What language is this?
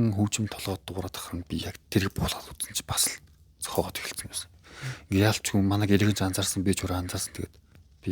Mongolian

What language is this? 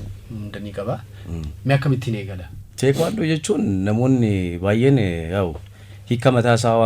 Oromo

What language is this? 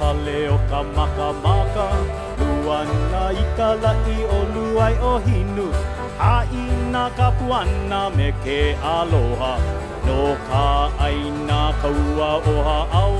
Hawaiian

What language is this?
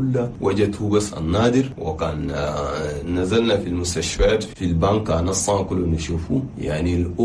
Chadian Arabic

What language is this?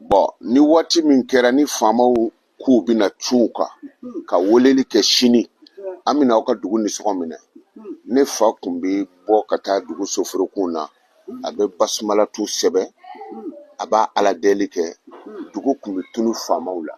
Bambara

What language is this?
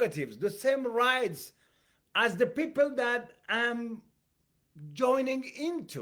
English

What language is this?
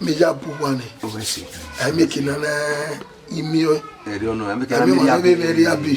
Bini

